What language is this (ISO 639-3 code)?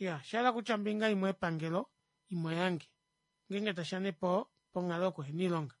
kua